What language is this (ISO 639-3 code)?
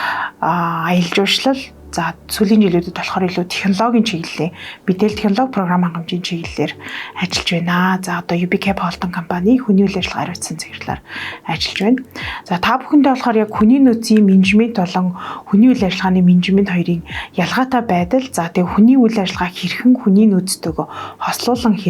mon